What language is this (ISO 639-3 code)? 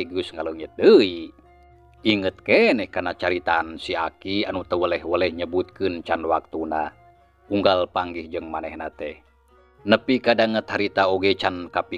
sun